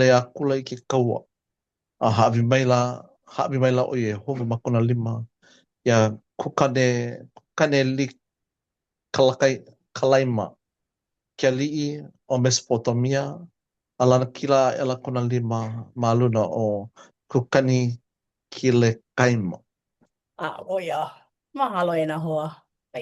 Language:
Hawaiian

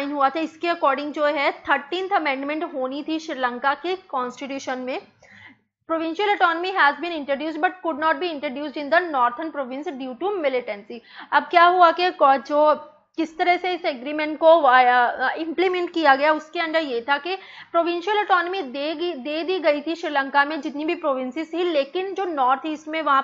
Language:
Hindi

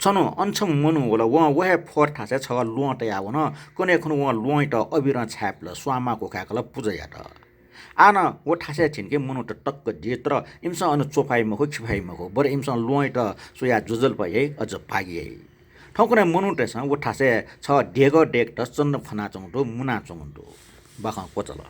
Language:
Newari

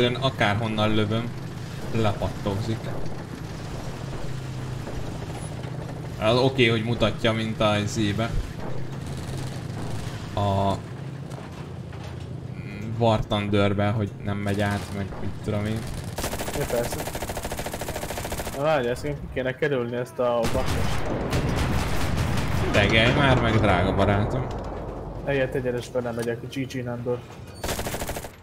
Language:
Hungarian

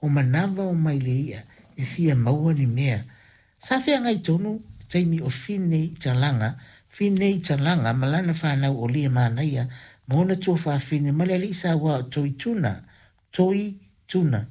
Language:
Samoan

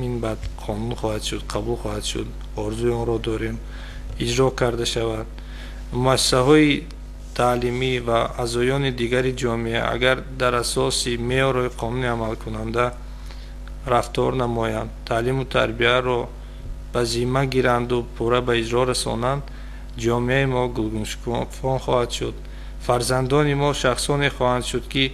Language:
Tajik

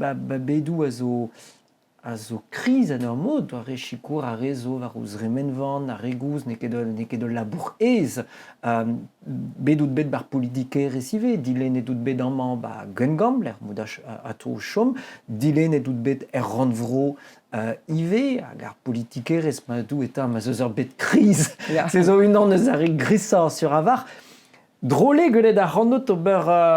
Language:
Breton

